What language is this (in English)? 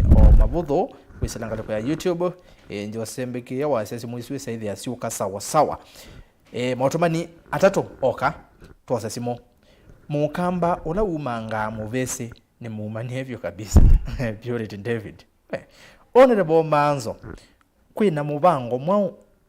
Kamba